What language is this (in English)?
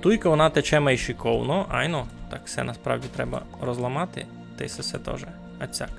Rusyn